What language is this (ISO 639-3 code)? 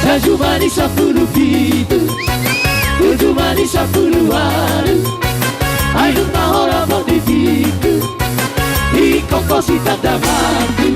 bbc